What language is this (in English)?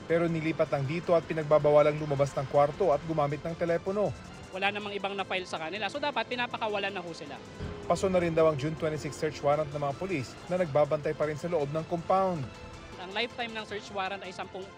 Filipino